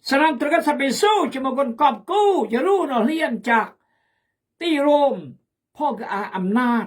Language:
Khmu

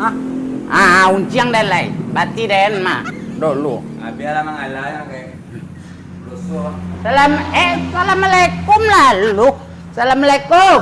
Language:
Minangkabau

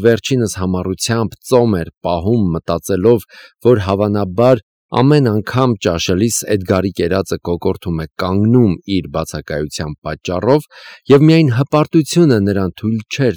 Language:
Armenian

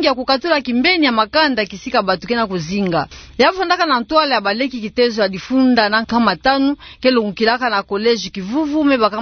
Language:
Kituba (Democratic Republic of Congo)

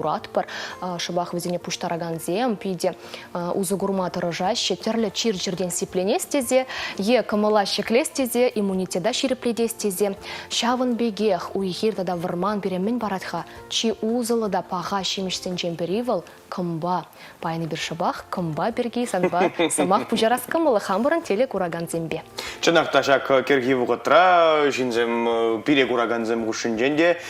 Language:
Chuvash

